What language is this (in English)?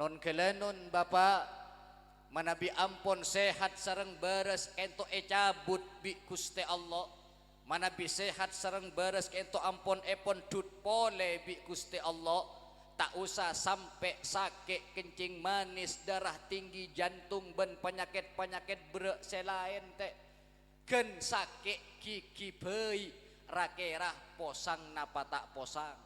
Madurese